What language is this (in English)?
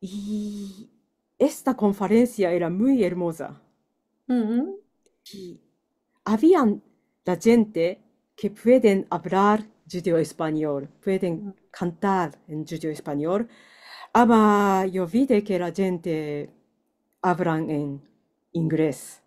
Ladino